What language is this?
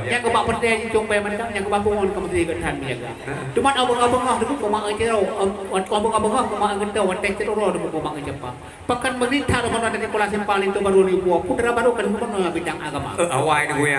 Achinese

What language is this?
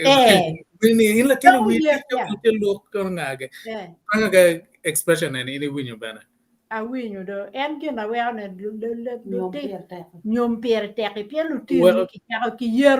Acoli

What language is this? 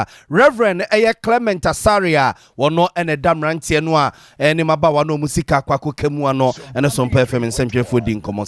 Akan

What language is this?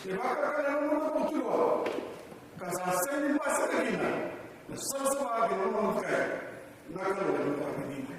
Fijian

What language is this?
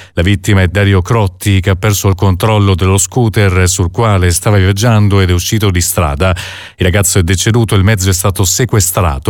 Italian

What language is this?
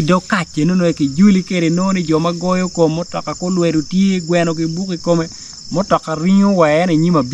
Acoli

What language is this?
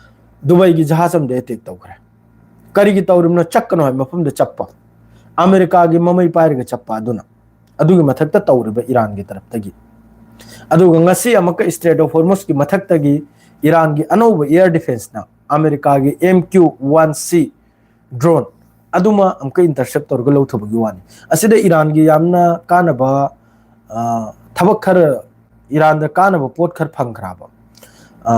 Manipuri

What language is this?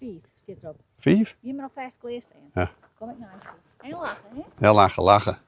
Western Frisian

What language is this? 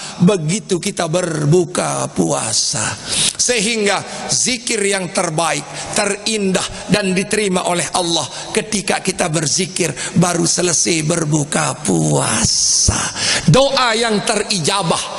Sasak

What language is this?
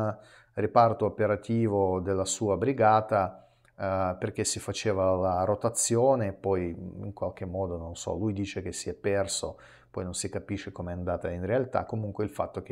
Italian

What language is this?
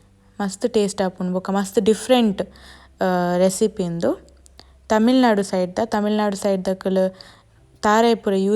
Tulu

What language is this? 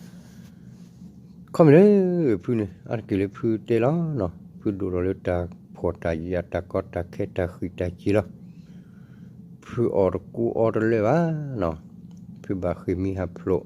S'gaw Karen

